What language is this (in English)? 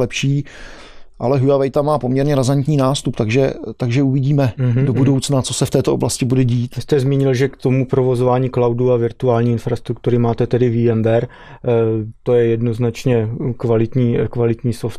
Czech